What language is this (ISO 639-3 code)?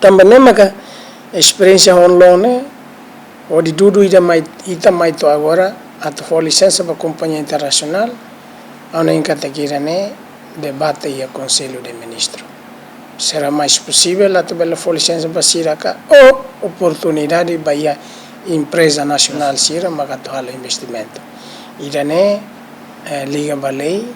tet